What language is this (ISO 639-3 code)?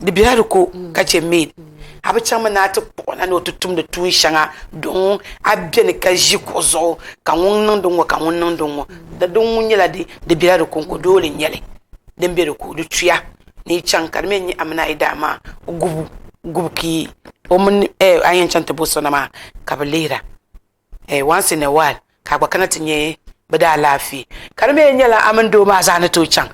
dag